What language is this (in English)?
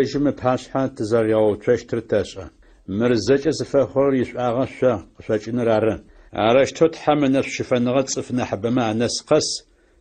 Adyghe